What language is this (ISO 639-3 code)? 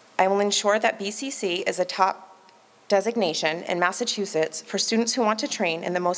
eng